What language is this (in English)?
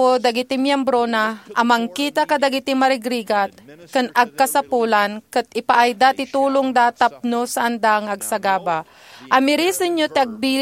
Iloko